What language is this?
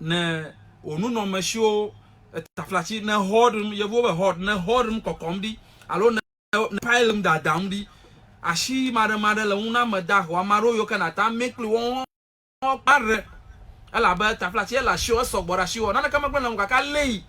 Ewe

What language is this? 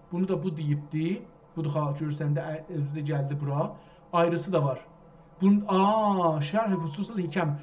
South Azerbaijani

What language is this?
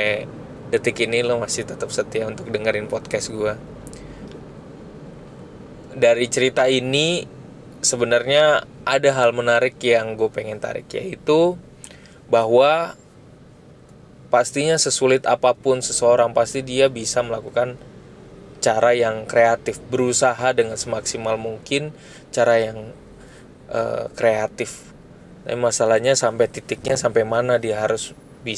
Indonesian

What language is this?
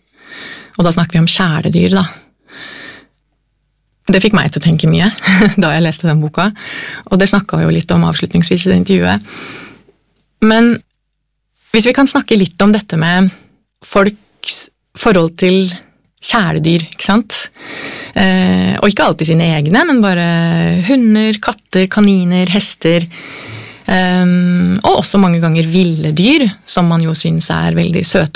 Norwegian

